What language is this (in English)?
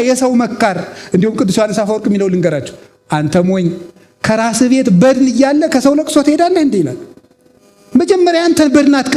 Amharic